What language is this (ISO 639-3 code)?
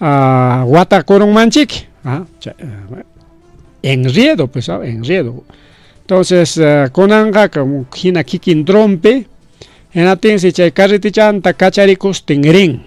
quy